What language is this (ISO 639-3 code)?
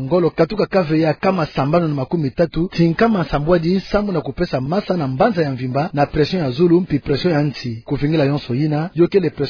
ktu